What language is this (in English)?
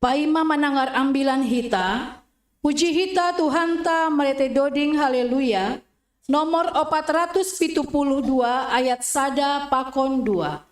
Batak Simalungun